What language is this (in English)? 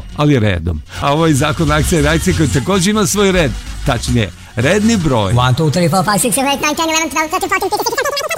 Serbian